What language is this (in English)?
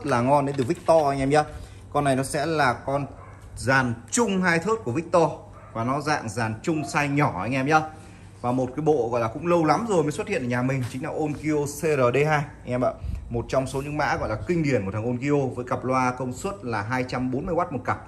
Vietnamese